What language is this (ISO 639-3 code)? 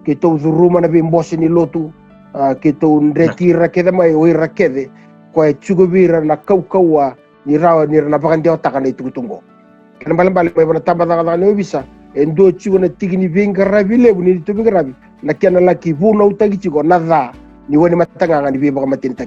fij